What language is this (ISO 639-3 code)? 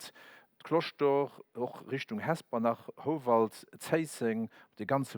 ltz